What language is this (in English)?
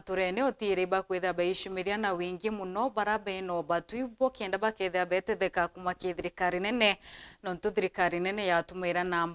Meru